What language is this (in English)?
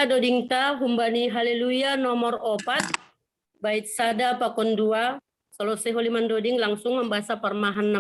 Batak Simalungun